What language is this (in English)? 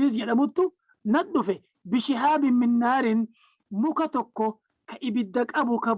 Oromo